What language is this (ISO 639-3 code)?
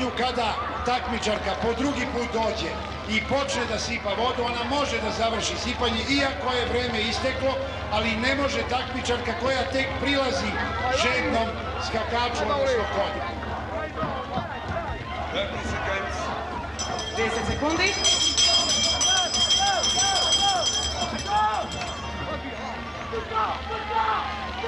srp